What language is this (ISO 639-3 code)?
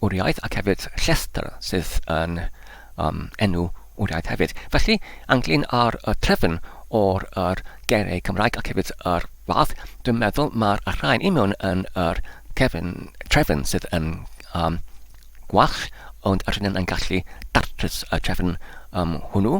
cym